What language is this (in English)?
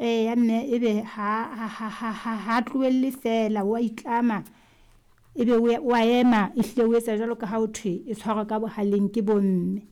Southern Sotho